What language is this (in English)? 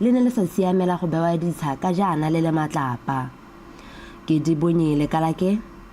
Tswana